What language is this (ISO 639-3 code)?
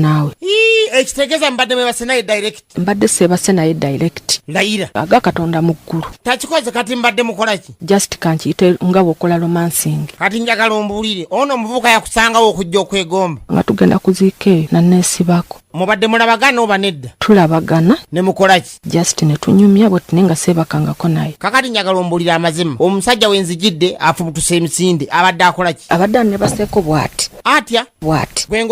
lug